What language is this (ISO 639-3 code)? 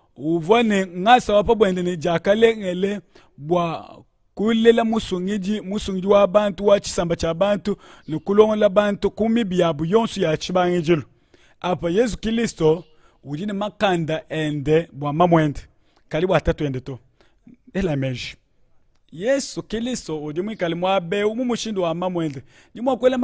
lua